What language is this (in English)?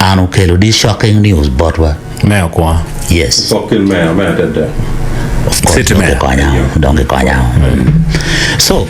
Acoli